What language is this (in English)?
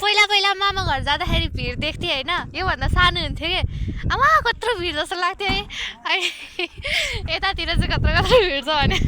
Nepali